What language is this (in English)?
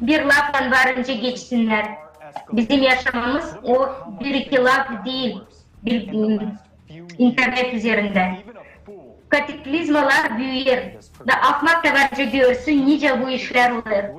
Gagauz